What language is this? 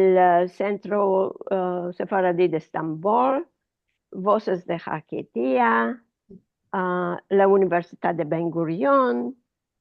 Ladino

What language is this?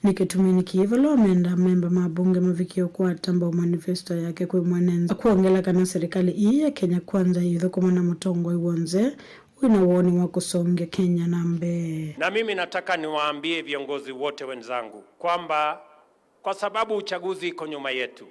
Kamba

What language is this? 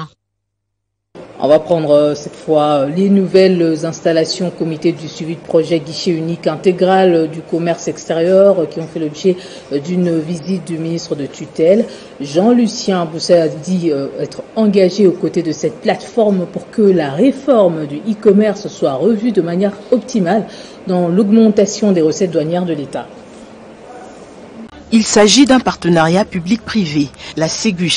French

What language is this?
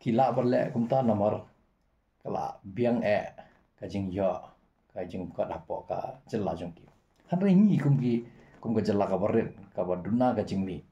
Khasi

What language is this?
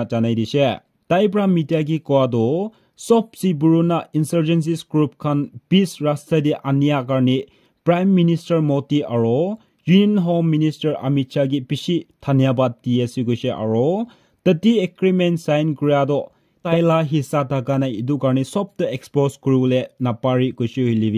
Naga Pidgin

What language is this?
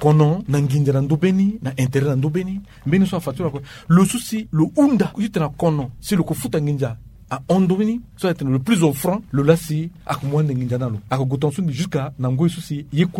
Sango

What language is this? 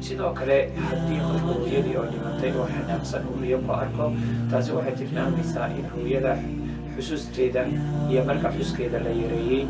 Somali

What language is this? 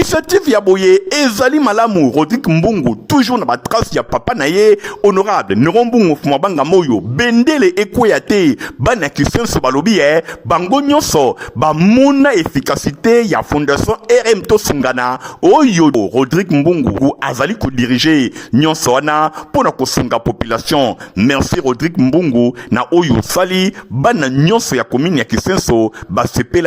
Lingala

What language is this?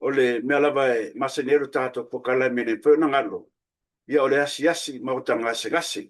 Samoan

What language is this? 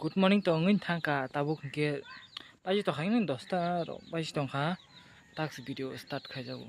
Kok Borok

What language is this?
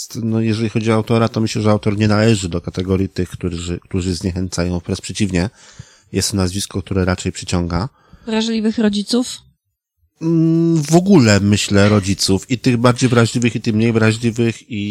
Polish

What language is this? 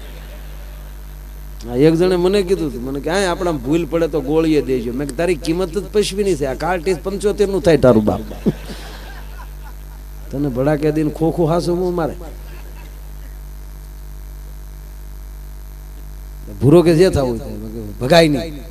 Gujarati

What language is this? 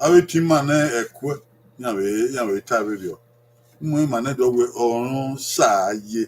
Bini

